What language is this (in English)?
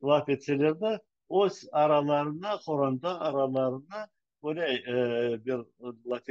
Crimean Tatar